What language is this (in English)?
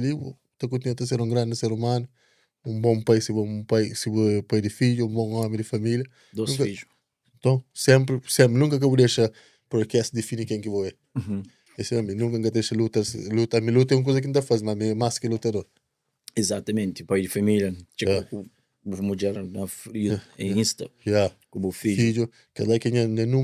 Kabuverdianu